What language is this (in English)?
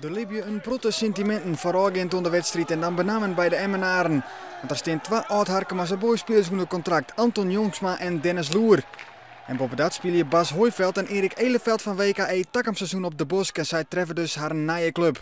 Western Frisian